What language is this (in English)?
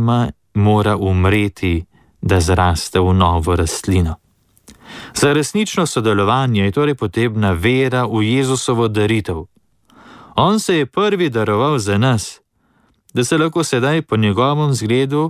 Slovenian